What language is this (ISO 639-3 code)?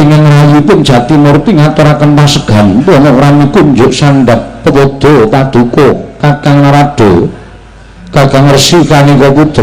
jav